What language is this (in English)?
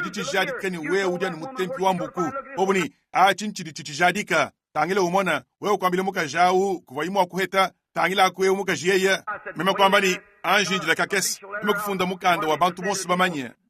Luba-Lulua